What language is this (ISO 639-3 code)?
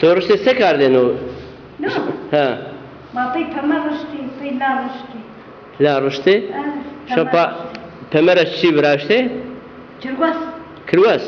zza